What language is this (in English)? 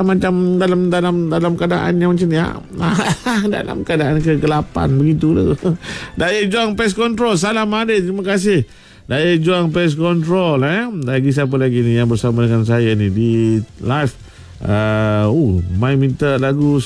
Malay